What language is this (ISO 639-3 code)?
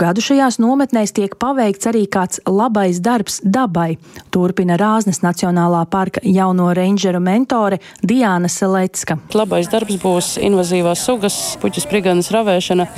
lav